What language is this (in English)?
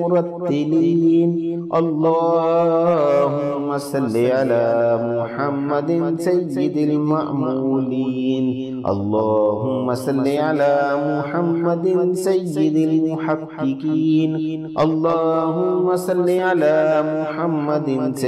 Arabic